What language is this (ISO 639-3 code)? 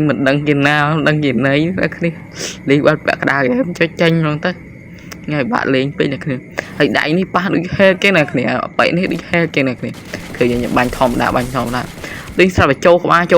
khm